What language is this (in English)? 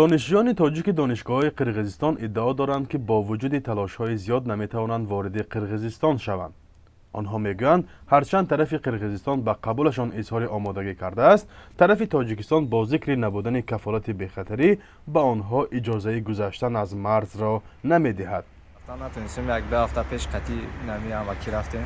Tajik